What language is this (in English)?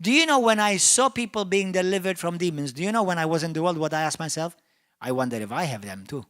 English